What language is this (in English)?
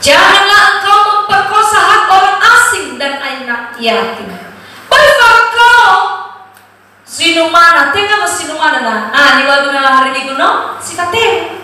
Nias